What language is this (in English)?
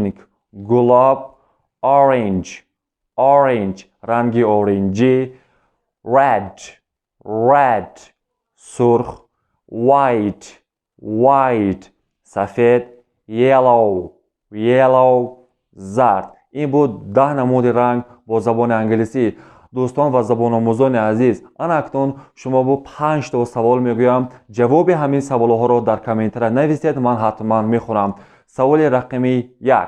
Tajik